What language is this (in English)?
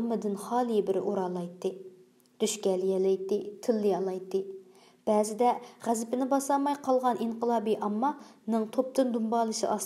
Uyghur